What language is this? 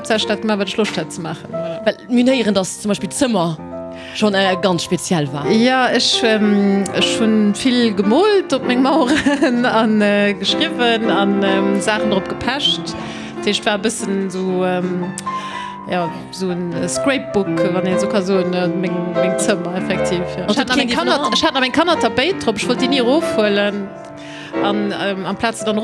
Luxembourgish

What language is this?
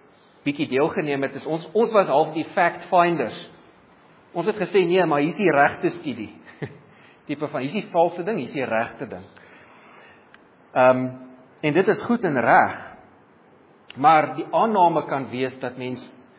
Afrikaans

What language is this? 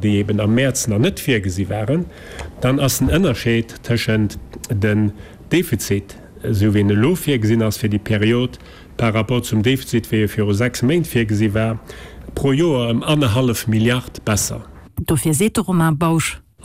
Luxembourgish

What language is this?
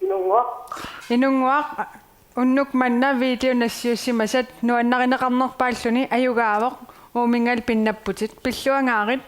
Kalaallisut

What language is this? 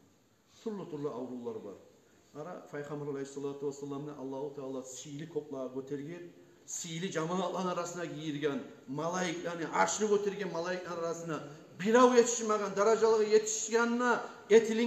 Kumyk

